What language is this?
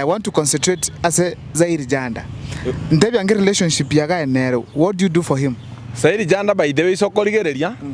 Gusii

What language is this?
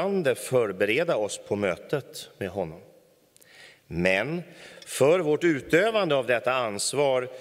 Swedish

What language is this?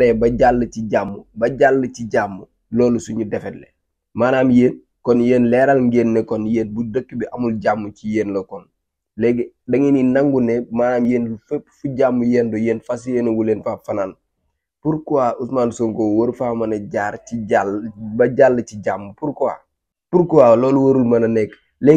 Wolof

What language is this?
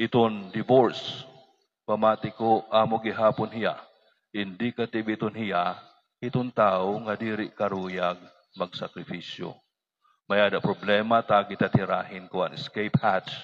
Waray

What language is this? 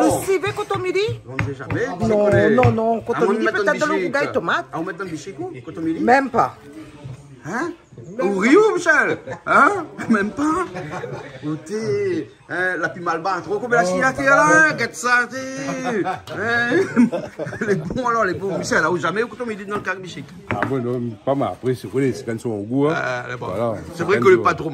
Réunion Creole French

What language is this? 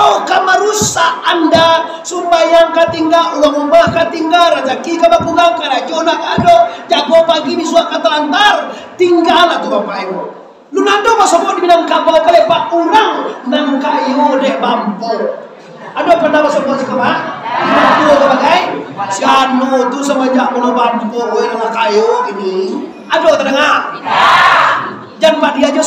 Minangkabau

